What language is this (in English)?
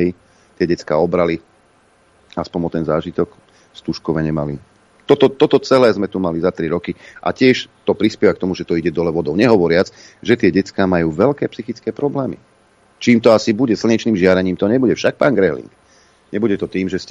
Slovak